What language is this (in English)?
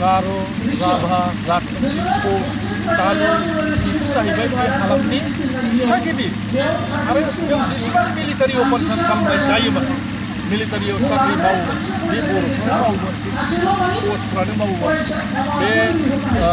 Bodo